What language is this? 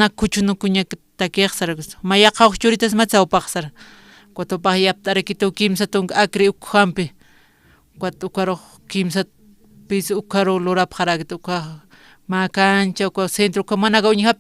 Aymara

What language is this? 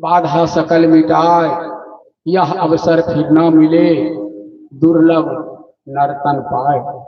Maithili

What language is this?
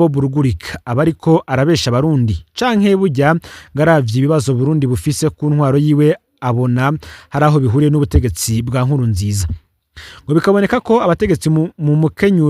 Rundi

